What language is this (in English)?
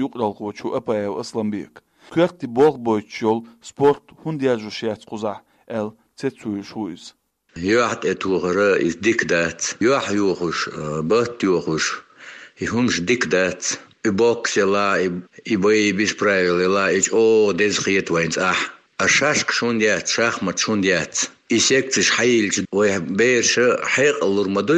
Chechen